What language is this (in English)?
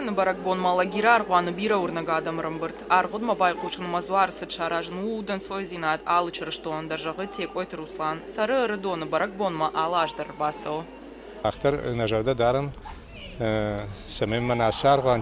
Ossetic